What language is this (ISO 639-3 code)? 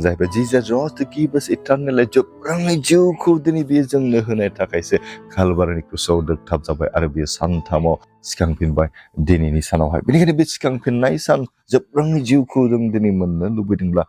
brx